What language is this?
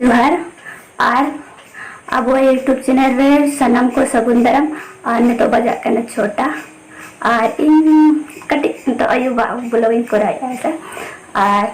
Santali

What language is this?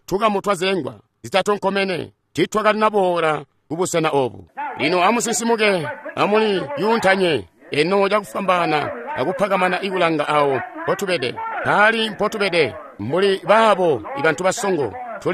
Tonga (Zambia)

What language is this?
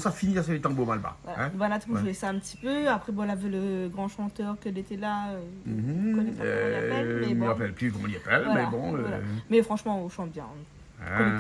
Réunion Creole French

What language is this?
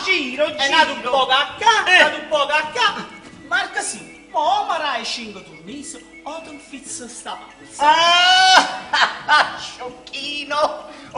Neapolitan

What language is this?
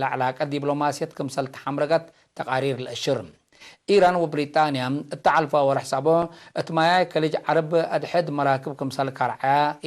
Tigre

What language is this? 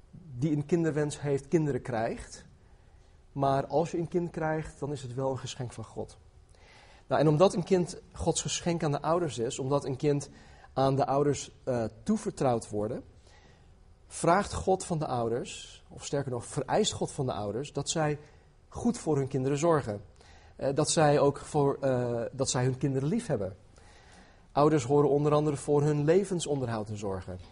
Dutch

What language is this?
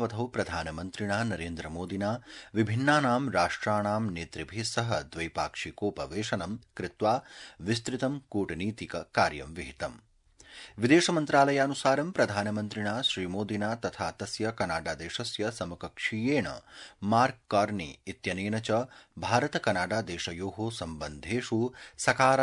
Sanskrit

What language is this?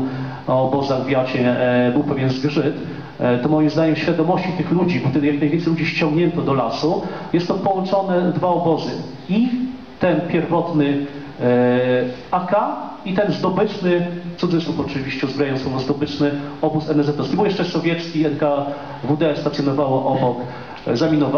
Polish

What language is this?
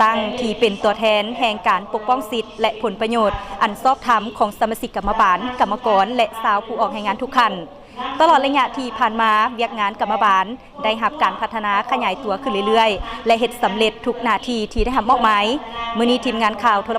Lao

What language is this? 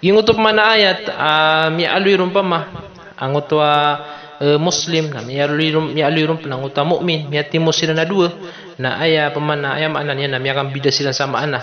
Maranao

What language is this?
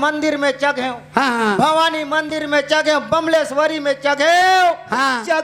Chhattisgarhi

